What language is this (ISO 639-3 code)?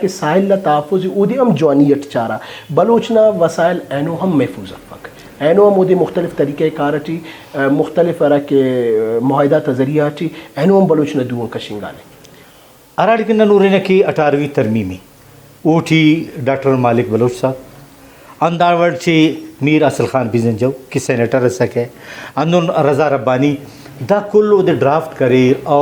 brh